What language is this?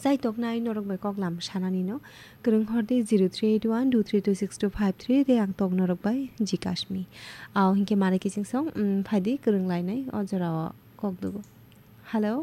Kok Borok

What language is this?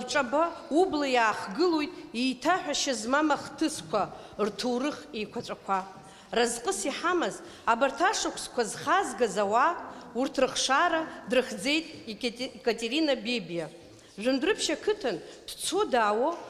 Abkhazian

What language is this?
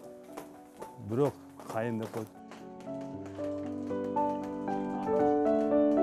Kyrgyz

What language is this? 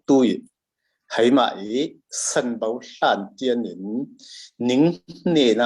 Falam Chin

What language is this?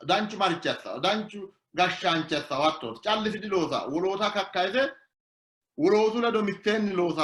Sidamo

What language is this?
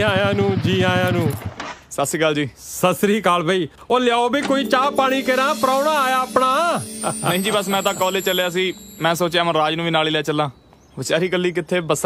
Punjabi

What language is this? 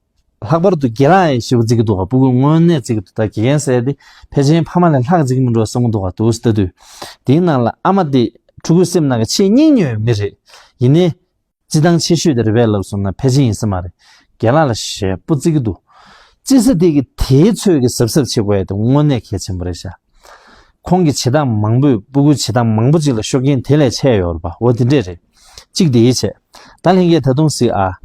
Tibetan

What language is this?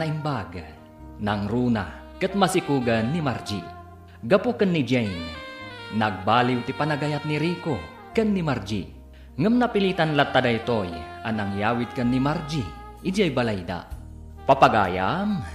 Iloko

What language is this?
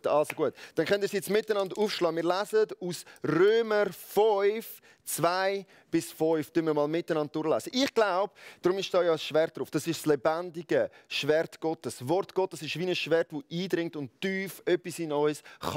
Swiss German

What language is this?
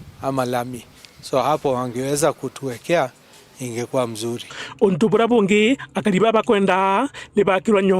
Meru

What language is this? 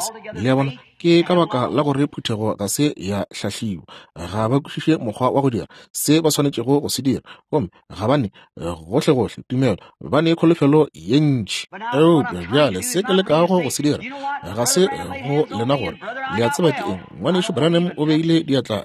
Northern Sotho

